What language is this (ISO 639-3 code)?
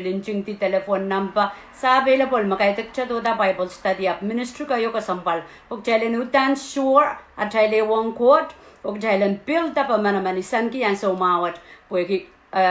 pon